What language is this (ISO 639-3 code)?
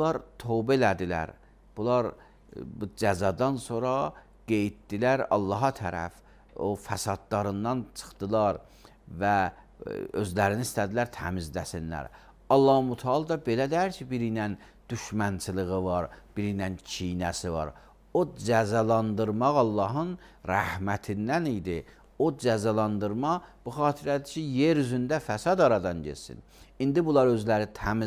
aze